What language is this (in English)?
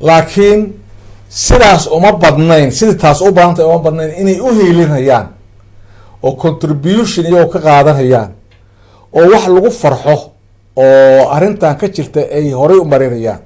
Somali